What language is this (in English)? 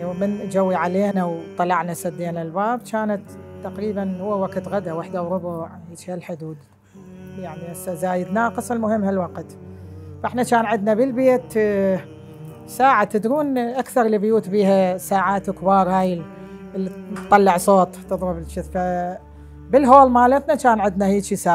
Mesopotamian Arabic